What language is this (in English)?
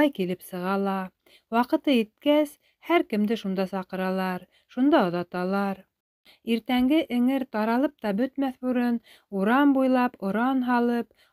Bashkir